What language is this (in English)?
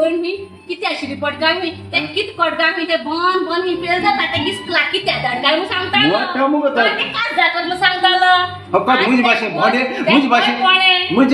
Konkani